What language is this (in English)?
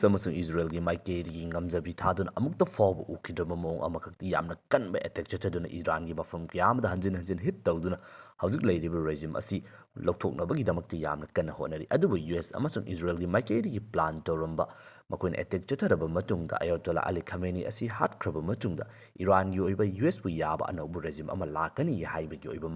Manipuri